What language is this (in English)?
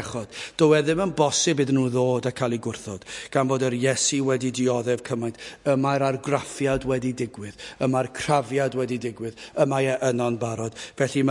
Welsh